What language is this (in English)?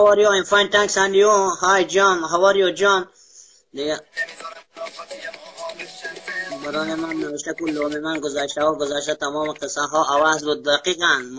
Persian